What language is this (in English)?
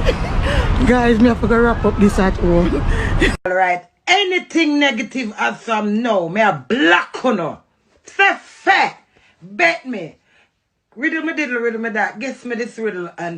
Jamaican Creole English